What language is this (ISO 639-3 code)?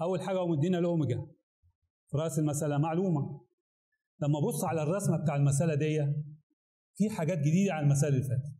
arz